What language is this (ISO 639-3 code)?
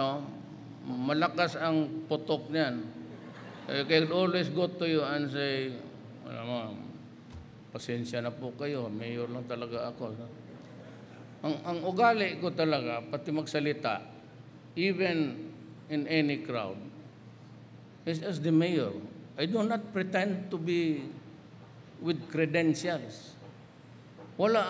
fil